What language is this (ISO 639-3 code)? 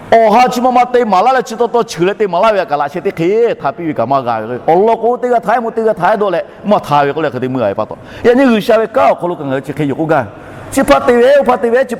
lhu